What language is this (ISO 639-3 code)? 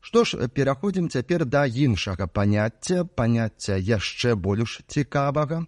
bel